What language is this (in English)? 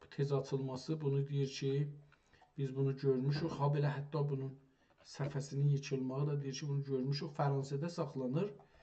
South Azerbaijani